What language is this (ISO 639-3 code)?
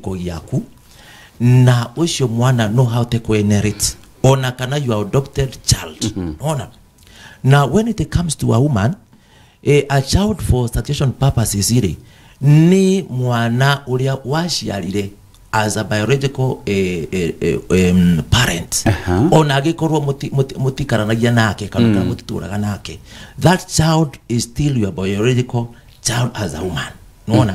kik